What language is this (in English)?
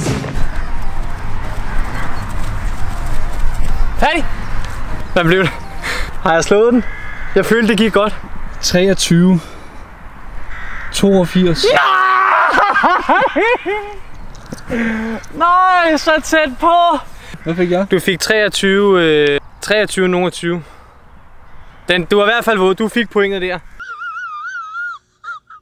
Danish